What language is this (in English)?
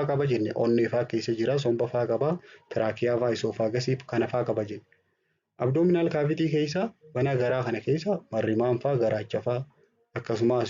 Oromo